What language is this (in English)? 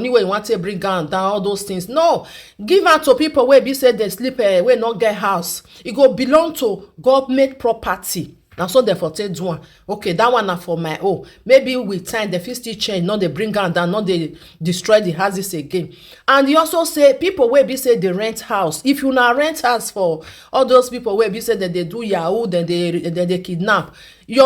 Nigerian Pidgin